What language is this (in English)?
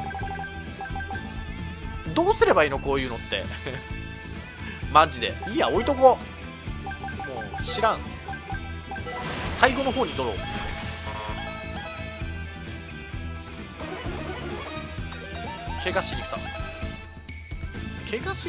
Japanese